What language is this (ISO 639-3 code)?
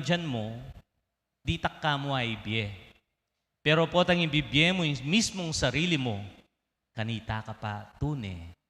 pam